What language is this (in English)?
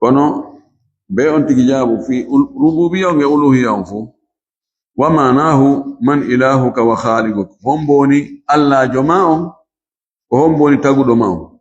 Fula